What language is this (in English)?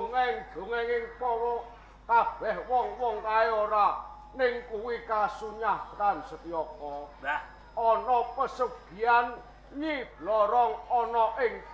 Javanese